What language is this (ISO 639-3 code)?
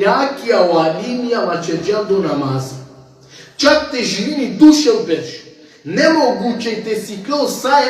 rmn